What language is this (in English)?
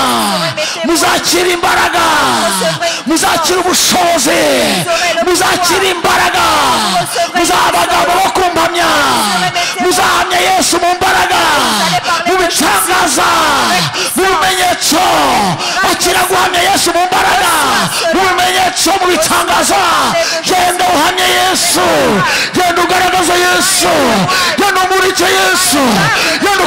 Kinyarwanda